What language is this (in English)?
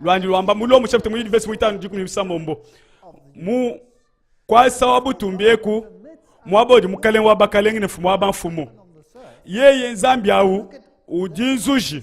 Luba-Lulua